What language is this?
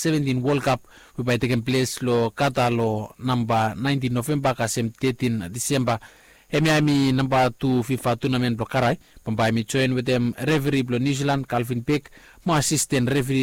Bislama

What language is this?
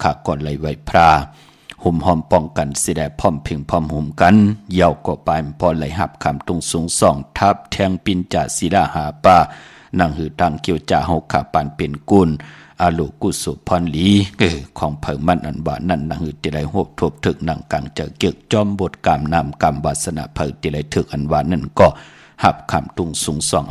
Shan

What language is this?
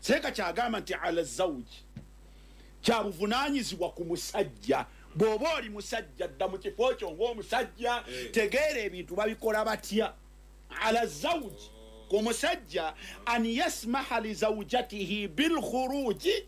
Ganda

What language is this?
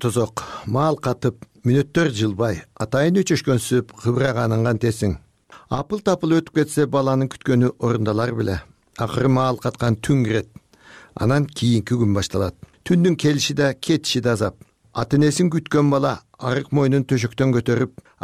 Kyrgyz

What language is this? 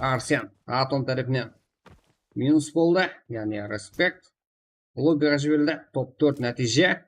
Kara-Kalpak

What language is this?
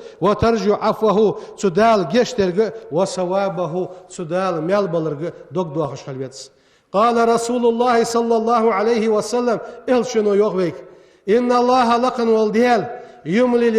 Ingush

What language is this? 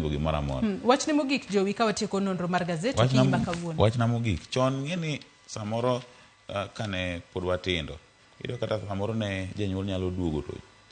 Luo (Kenya and Tanzania)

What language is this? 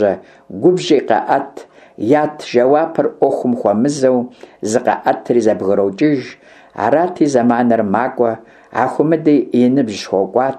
Kabardian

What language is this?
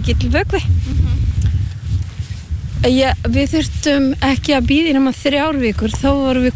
Icelandic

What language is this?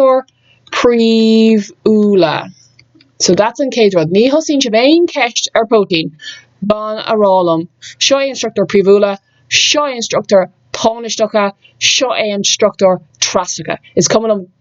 Irish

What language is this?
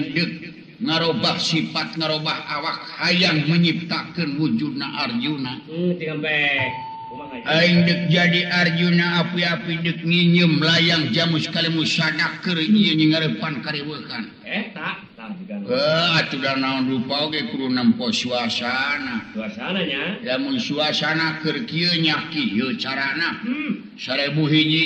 Sundanese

